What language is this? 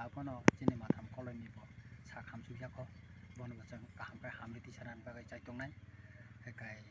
Kok Borok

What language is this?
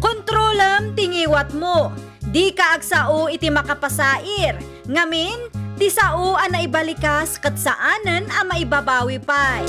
Iloko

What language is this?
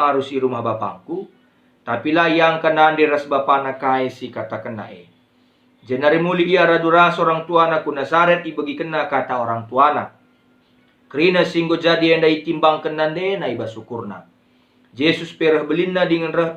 Batak Karo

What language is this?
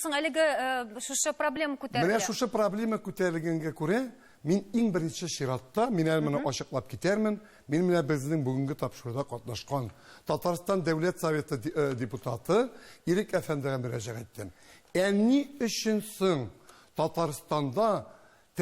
Tatar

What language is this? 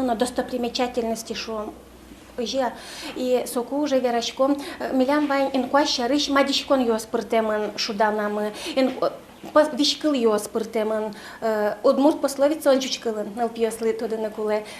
Udmurt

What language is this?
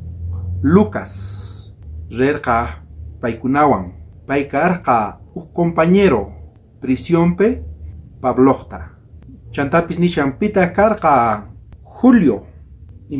South Bolivian Quechua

